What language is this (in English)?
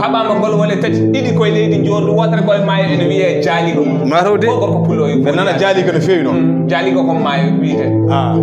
Fula